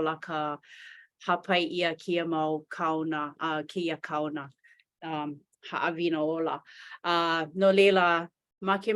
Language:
Hawaiian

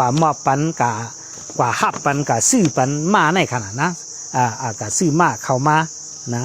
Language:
Shan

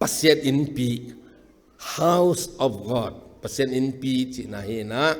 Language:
Tedim Chin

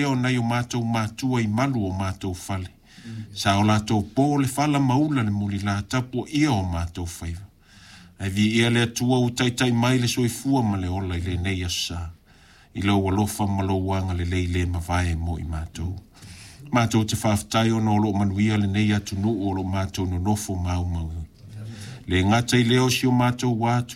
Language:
Samoan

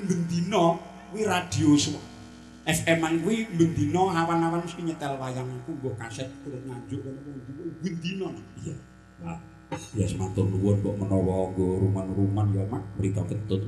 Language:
Javanese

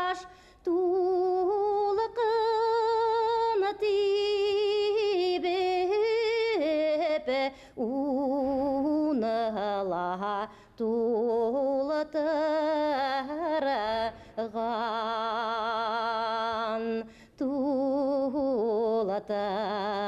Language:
Bashkir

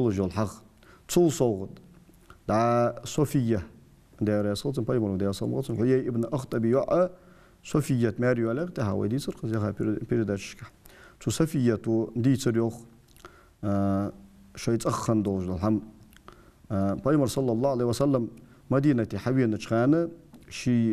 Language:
Ingush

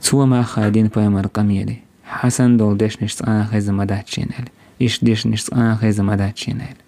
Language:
Chechen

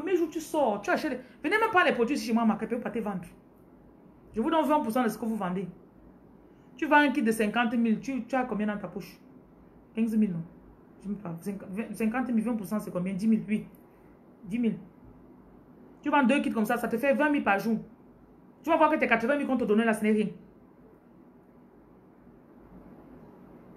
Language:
French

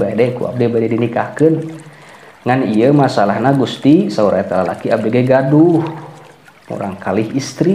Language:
Sundanese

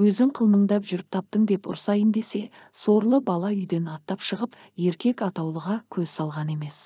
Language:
Kazakh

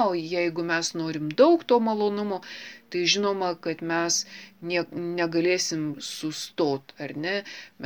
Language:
Lithuanian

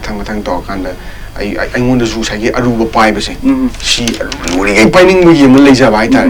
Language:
Manipuri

